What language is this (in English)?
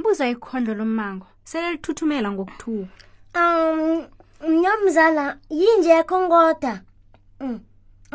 South Ndebele